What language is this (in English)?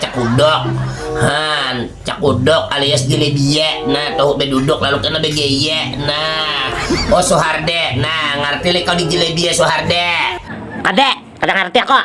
Banjar